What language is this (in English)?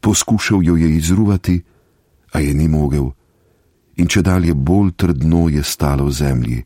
Slovenian